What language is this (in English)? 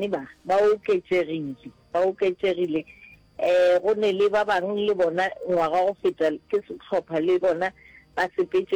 Northern Sotho